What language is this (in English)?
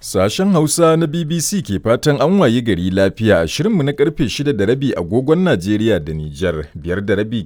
Hausa